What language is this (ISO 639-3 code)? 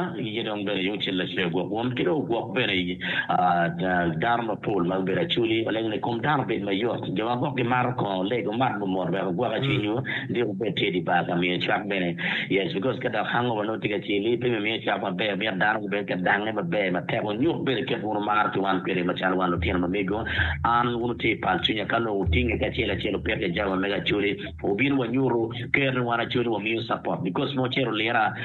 ach